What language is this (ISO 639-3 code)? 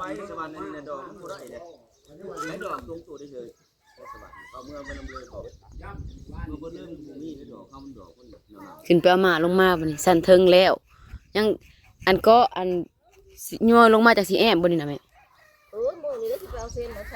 tts